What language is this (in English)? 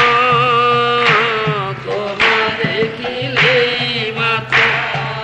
Odia